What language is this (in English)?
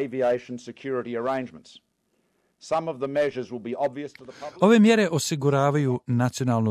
Croatian